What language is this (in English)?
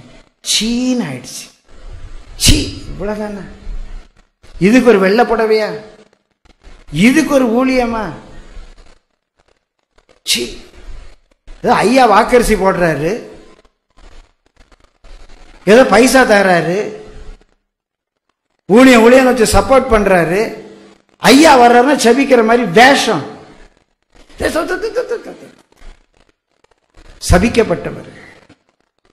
Tamil